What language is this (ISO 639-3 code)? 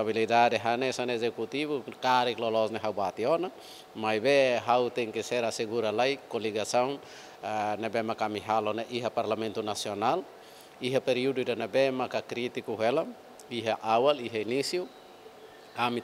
tet